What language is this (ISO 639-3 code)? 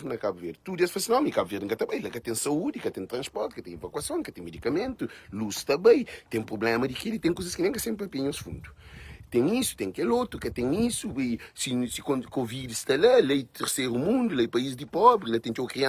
kea